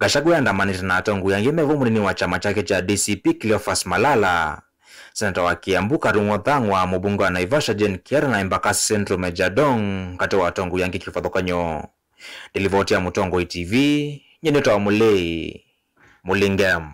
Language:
Kamba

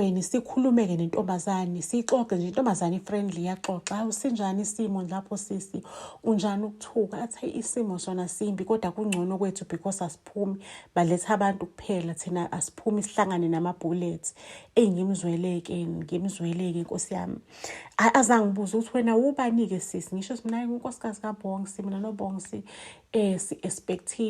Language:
Zulu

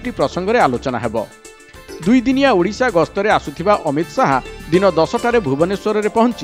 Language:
Odia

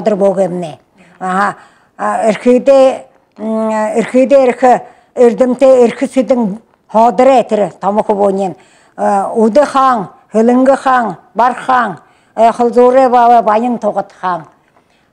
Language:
Buriat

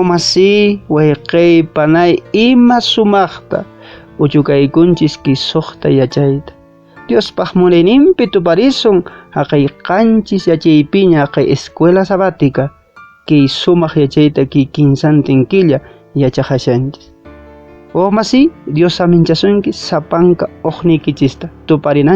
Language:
Quechua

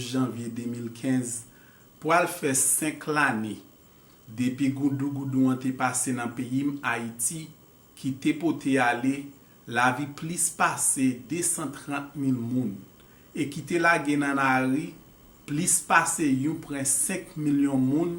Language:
Haitian Creole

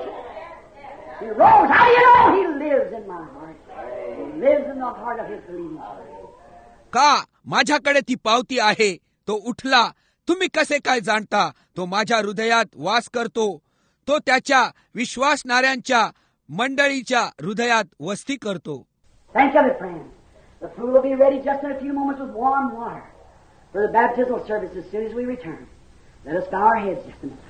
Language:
Marathi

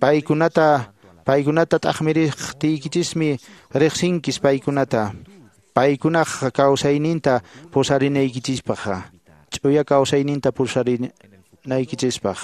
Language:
Quechua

